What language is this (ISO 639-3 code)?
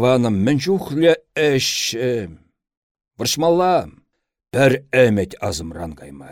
chv